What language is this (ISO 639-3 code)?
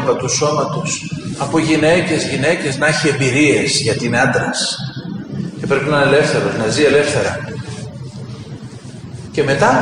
ell